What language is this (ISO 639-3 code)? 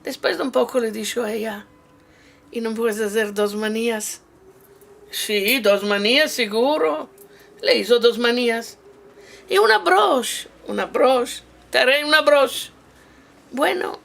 lad